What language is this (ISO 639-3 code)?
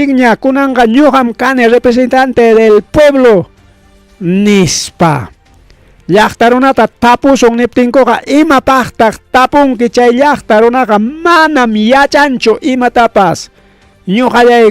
quy